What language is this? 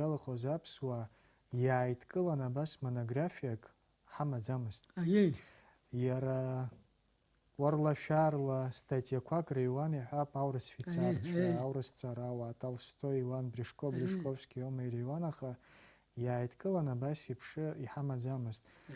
Abkhazian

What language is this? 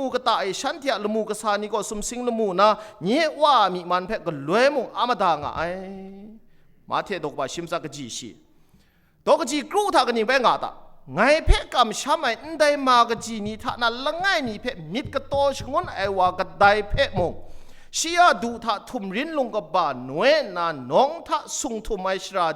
Kachin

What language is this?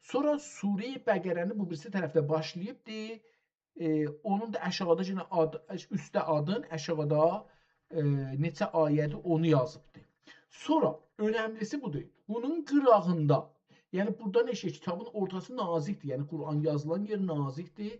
South Azerbaijani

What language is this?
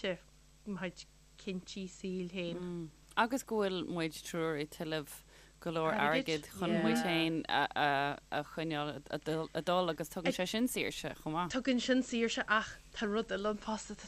Irish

